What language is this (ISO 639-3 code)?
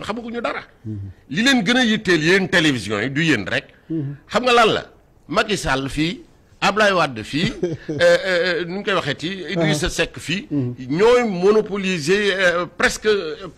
wol